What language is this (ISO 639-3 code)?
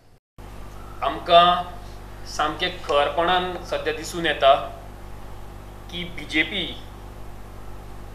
kok